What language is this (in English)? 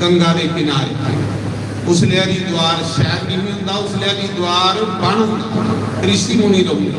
Dogri